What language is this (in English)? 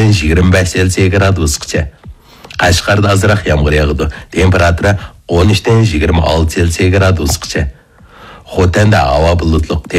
Uyghur